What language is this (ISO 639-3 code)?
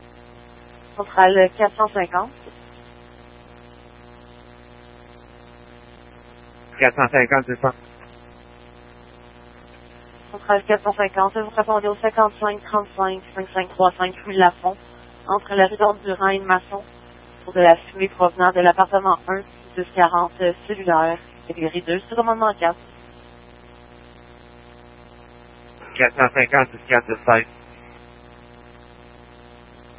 fra